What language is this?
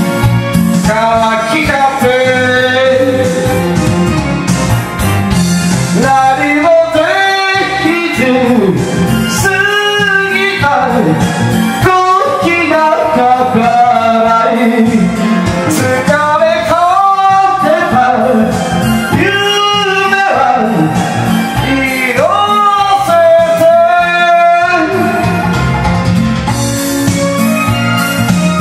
Japanese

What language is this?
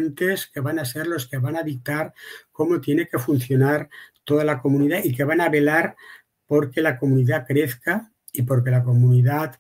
Ladino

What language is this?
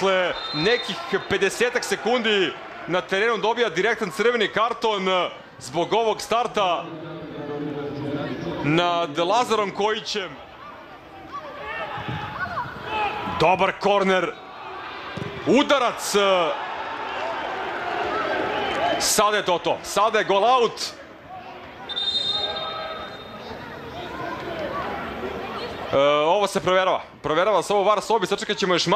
Serbian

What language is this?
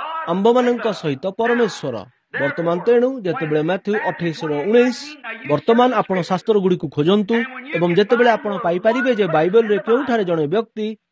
Odia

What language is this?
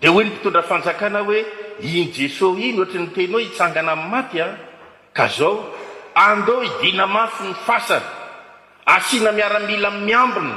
Malagasy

